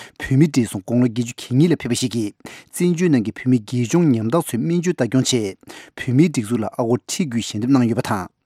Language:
Tibetan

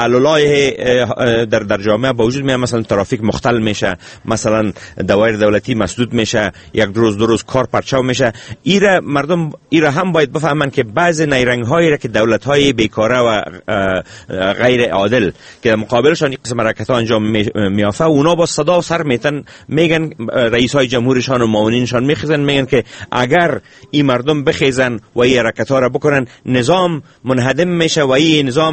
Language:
Persian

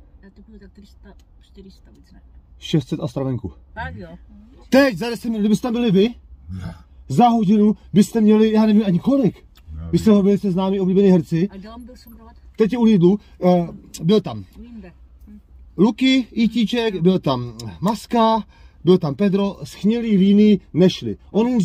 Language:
Czech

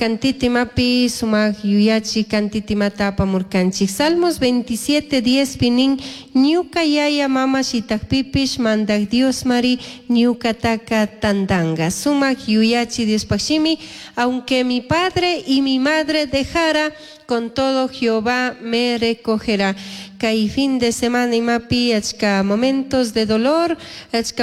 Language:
Chimborazo Highland Quichua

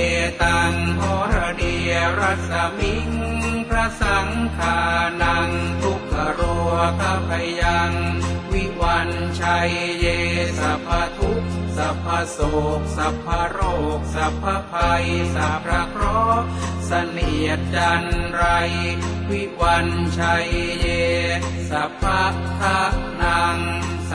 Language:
Pali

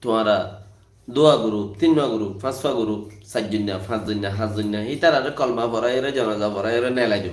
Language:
Rohingya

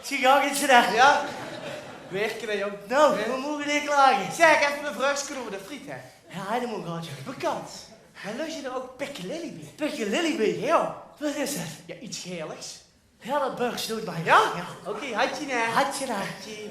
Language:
Limburgish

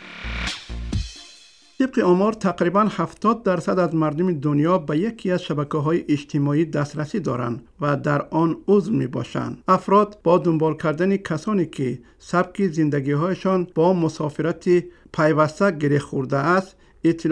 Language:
Persian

